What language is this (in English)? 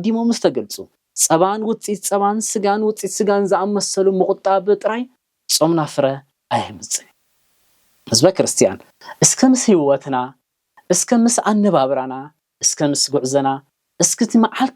Tigrinya